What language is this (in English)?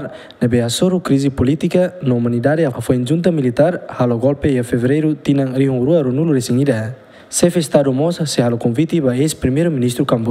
Tetum